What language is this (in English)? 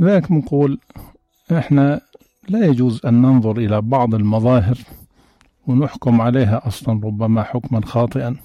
North Levantine Arabic